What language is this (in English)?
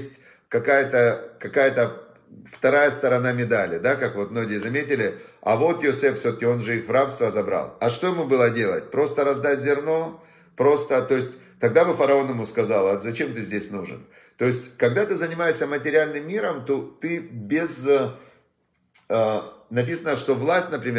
Russian